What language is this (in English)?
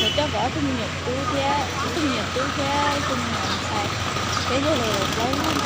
Hmong